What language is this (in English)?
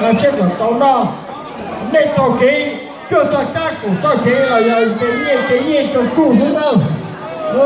Hmong